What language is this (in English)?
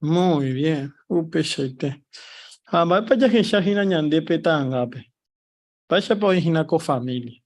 Guarani